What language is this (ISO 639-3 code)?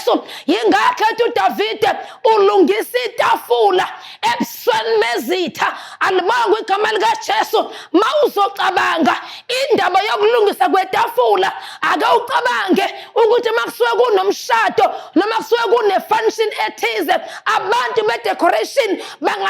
zul